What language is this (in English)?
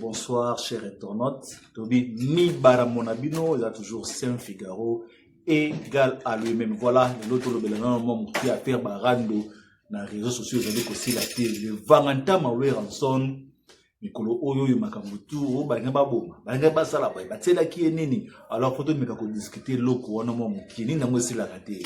Lingala